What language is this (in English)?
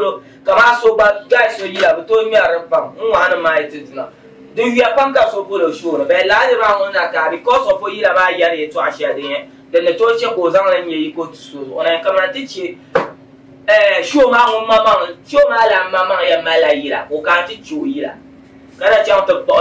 Dagbani